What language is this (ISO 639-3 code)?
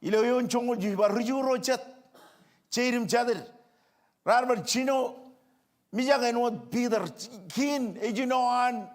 mah